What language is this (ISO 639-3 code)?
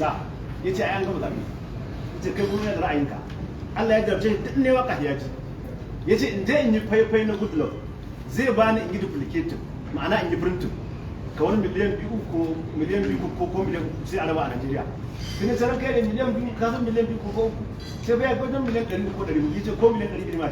hau